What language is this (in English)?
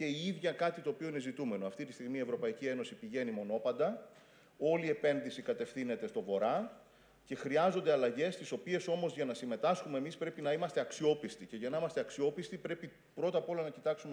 Greek